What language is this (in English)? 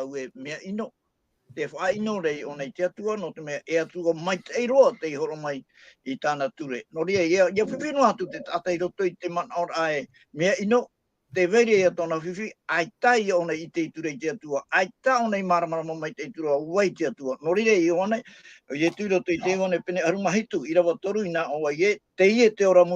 Tahitian